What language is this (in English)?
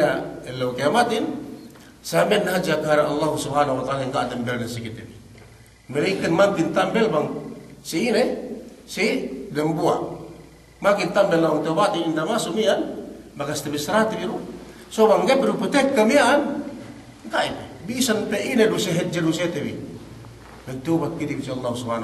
Yakan